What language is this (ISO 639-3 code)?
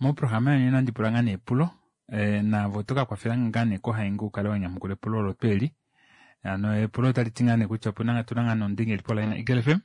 kua